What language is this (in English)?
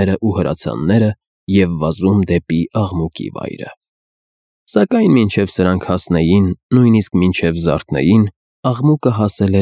Armenian